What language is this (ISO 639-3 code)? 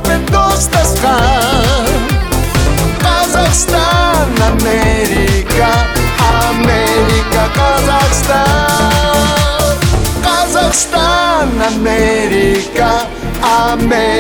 kaz